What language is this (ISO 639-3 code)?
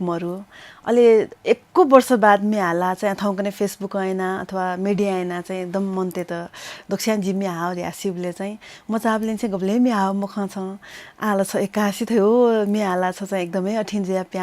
new